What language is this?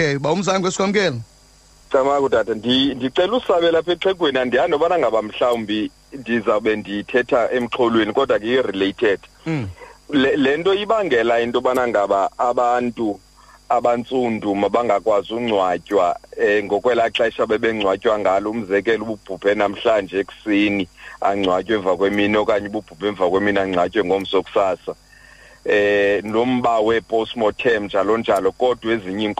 Xhosa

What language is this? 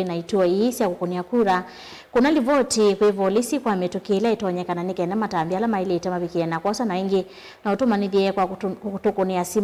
Kamba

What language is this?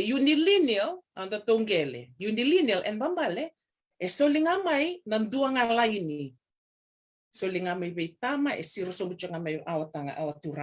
Fijian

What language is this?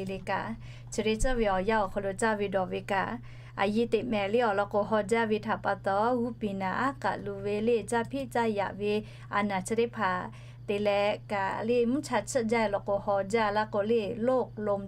Lahu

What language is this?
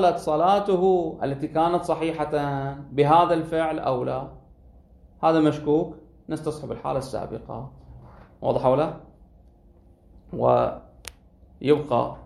Arabic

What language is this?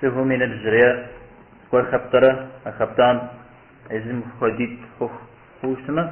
Kabardian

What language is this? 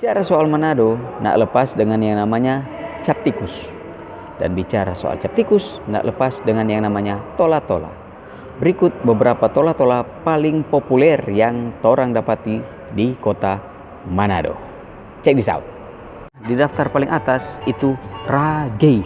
Manado Malay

